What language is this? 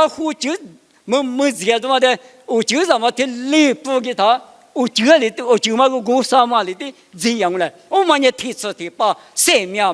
Lisu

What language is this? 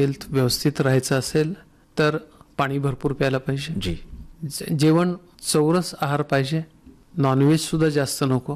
Marathi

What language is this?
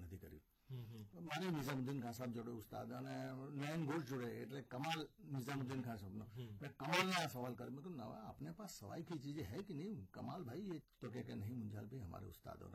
Gujarati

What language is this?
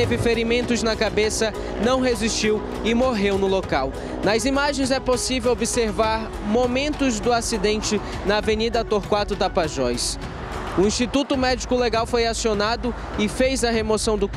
Portuguese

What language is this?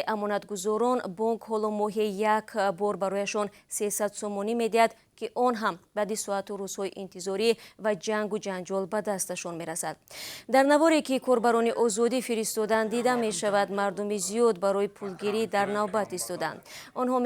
Tajik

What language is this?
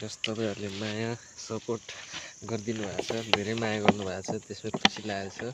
Nepali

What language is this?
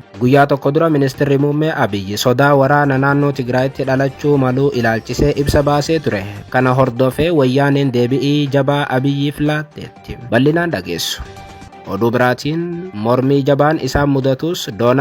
Oromo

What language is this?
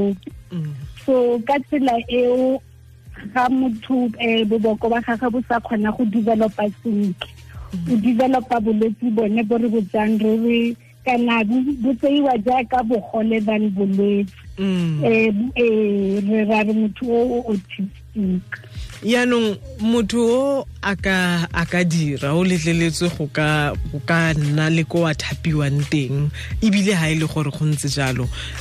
Tswana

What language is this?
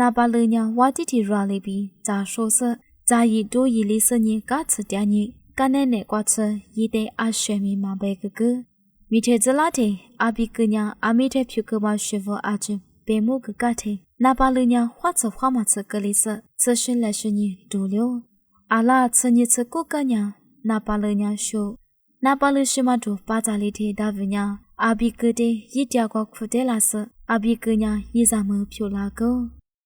Lisu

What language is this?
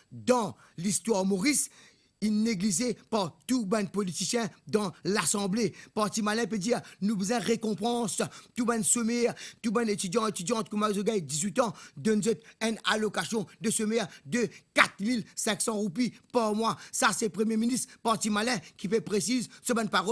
Morisyen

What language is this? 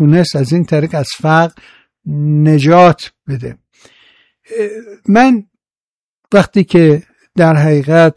Persian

